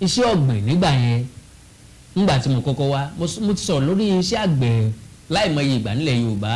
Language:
Yoruba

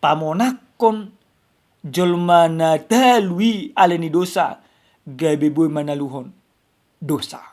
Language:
Batak Toba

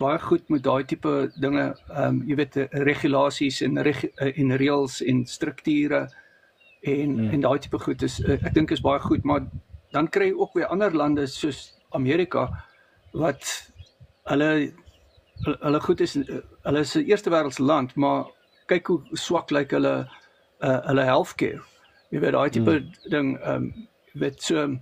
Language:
Afrikaans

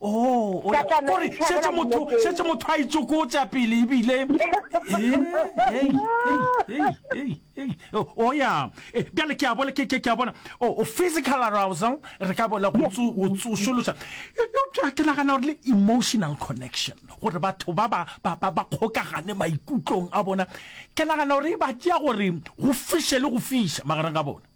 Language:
Northern Sotho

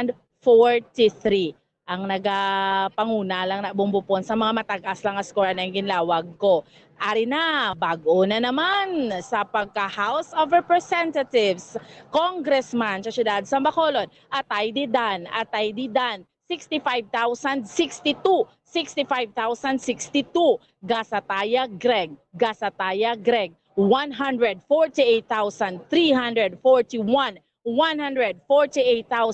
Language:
Hiligaynon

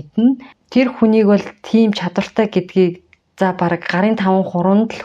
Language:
Mongolian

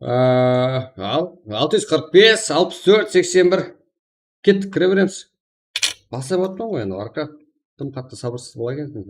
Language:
Kara-Kalpak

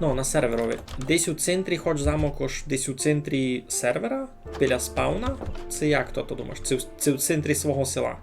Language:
Rusyn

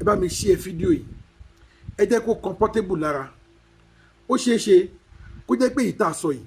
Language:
Yoruba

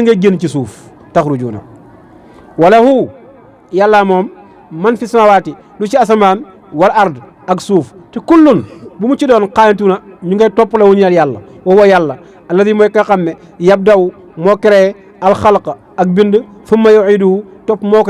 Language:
Wolof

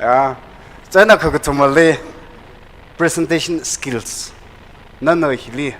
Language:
Tangkhul Naga (India)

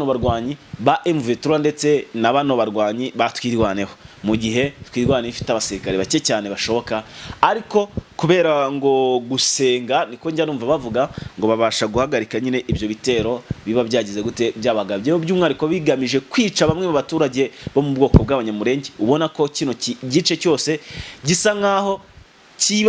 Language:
Kinyarwanda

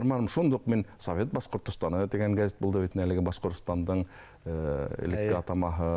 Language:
Bashkir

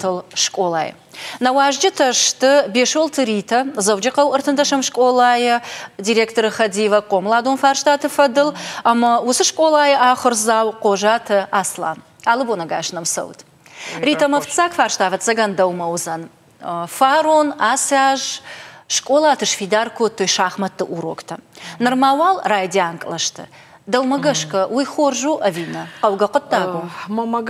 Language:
Ossetic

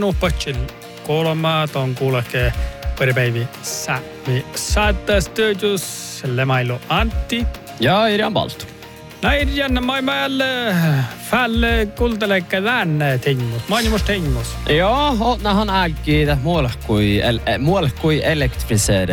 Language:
Northern Sami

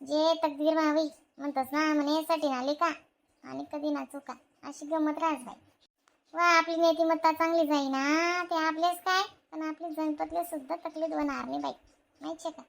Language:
Khandesi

